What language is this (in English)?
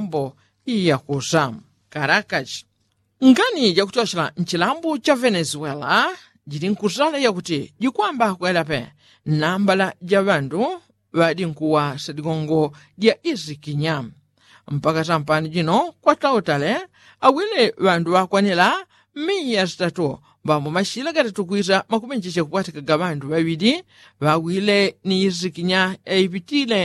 Yao